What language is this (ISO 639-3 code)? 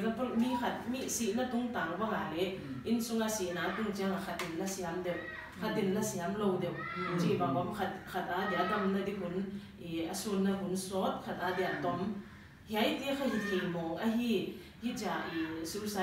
pck